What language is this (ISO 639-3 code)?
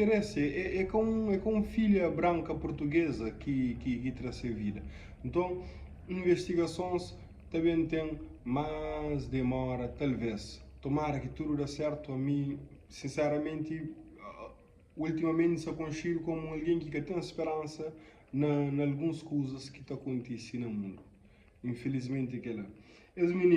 kea